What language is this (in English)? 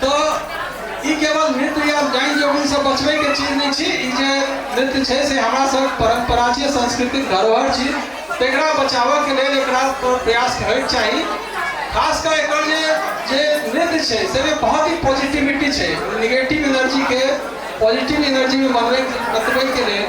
Maithili